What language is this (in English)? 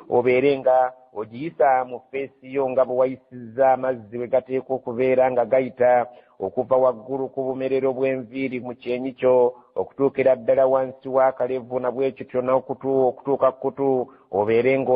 Ganda